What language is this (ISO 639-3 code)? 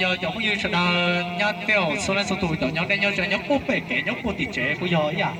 hmn